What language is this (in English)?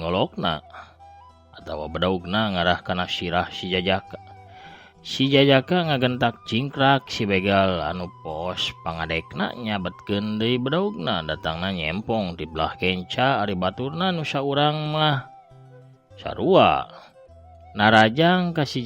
Sundanese